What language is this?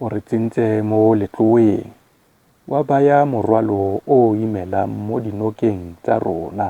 Tswana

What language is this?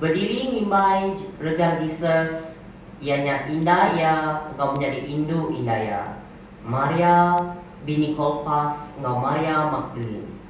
Iban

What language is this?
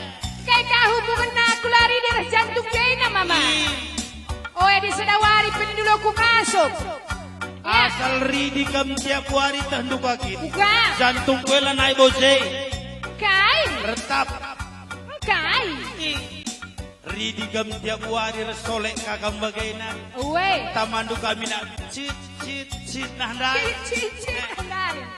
Batak Karo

